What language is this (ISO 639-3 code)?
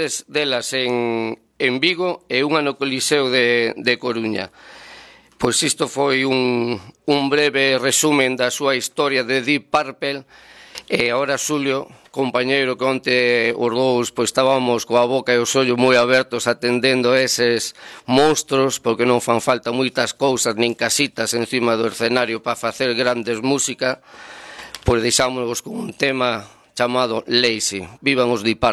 glg